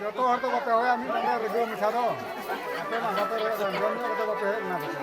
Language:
Santali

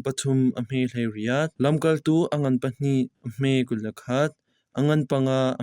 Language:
Hakha Chin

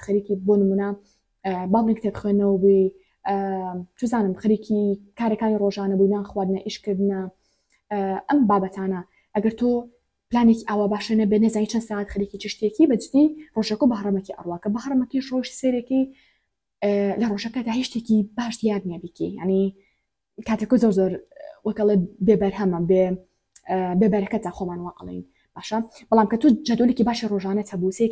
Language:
Central Kurdish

